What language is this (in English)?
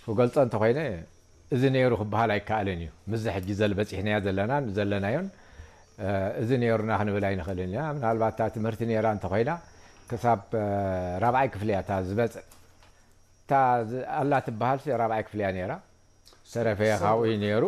Tigrinya